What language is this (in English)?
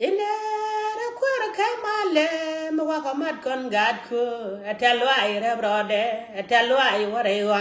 Nuer